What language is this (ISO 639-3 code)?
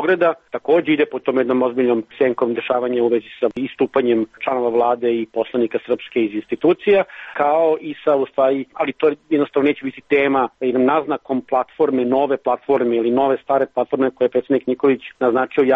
srp